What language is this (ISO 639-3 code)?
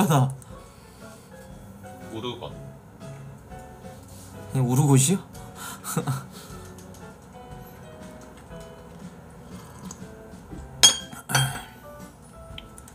kor